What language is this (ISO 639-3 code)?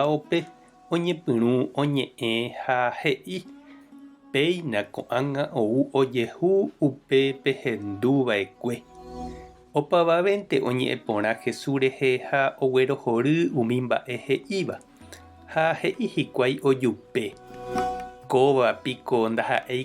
grn